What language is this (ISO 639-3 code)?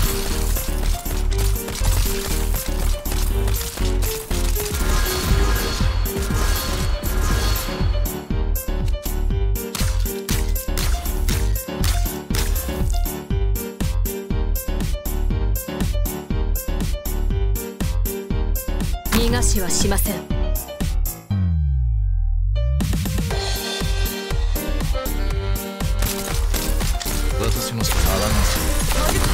jpn